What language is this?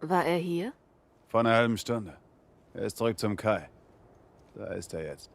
Bavarian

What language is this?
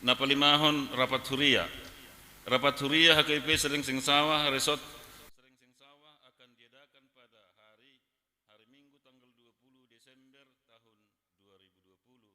Batak Toba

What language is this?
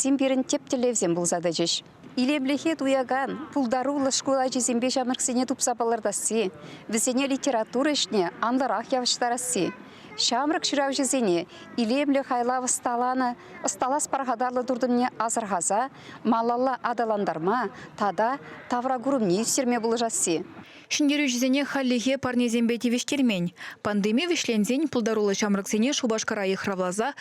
Chuvash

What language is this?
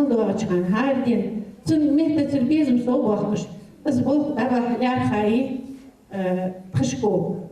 Ingush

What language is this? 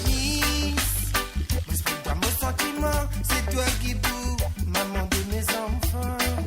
Morisyen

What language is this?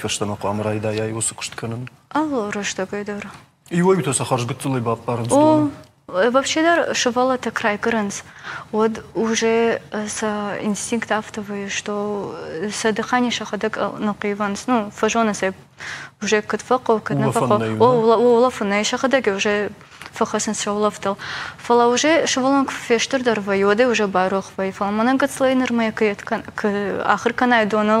Ossetic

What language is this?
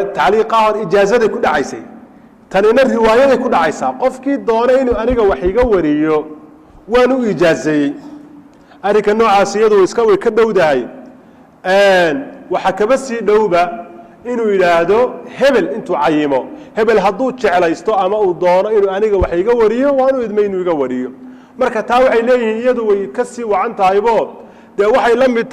Somali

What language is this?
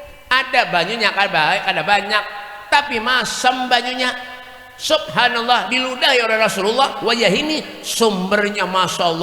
Banjar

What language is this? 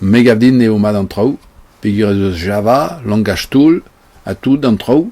Breton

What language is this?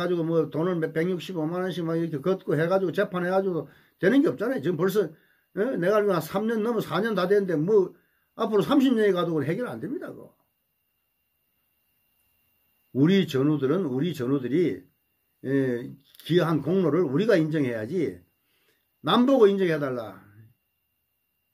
Korean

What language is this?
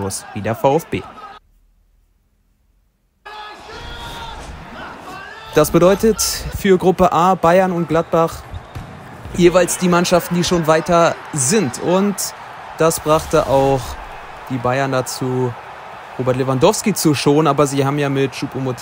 German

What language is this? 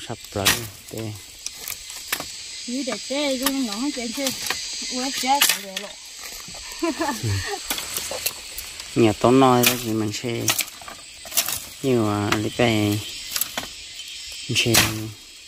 Vietnamese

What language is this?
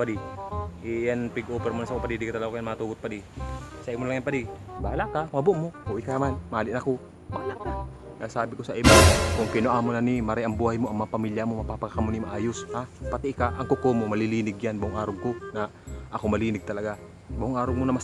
Bikol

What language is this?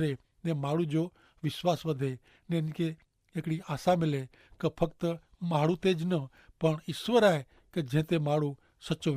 Kachhi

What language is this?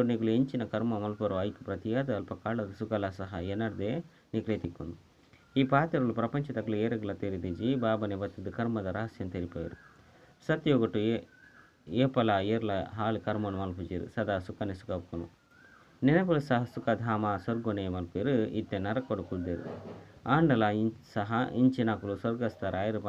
Tulu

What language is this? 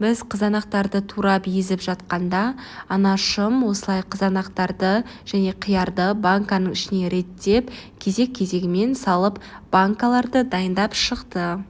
Kazakh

